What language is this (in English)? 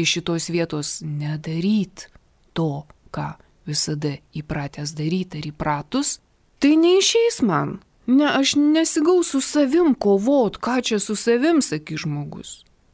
Lithuanian